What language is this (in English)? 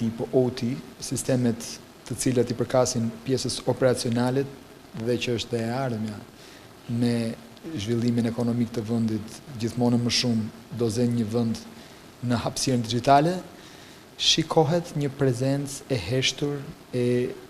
Albanian